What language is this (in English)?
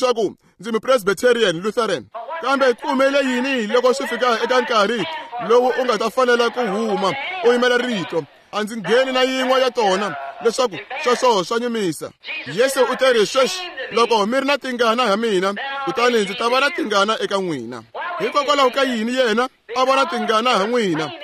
Tsonga